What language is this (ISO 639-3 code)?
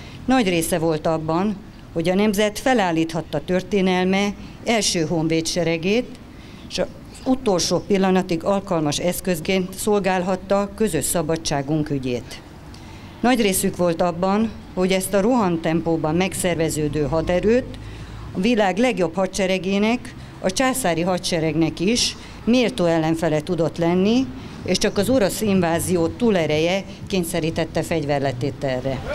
hun